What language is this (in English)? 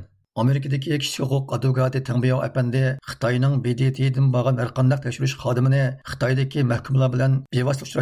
Uyghur